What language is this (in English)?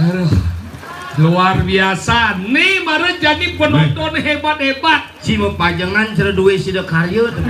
Balinese